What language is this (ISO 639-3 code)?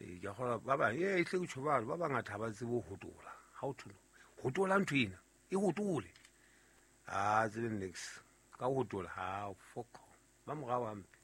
sot